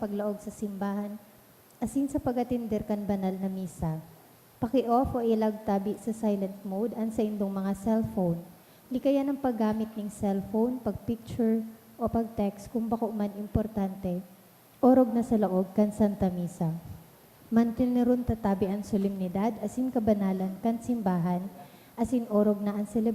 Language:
Bikol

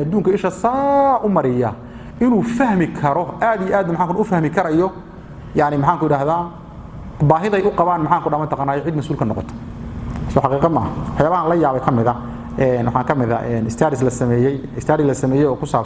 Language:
Somali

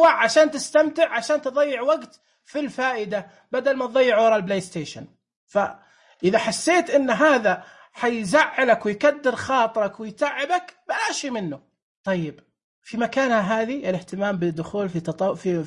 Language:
Najdi Arabic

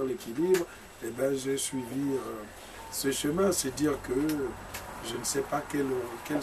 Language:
French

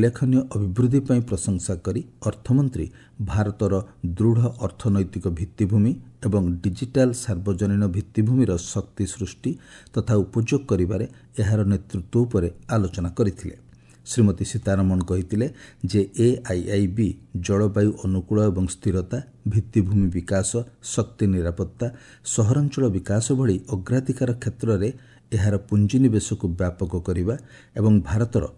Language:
Odia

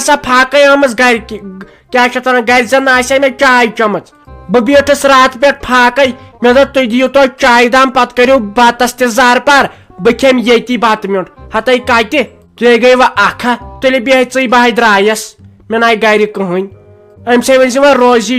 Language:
Kashmiri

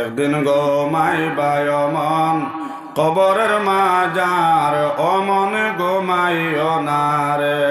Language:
Sylheti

